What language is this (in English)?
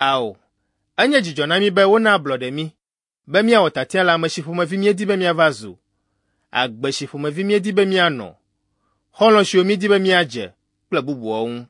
Ewe